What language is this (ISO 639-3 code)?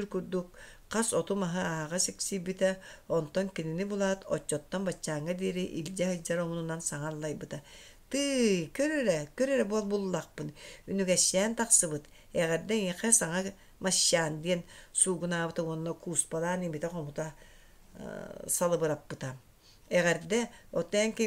sah